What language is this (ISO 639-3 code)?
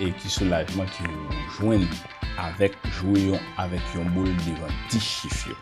hat